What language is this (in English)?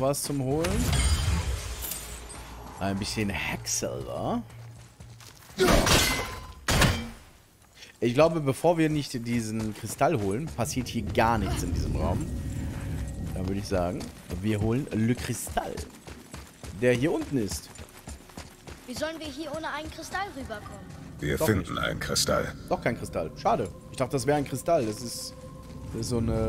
German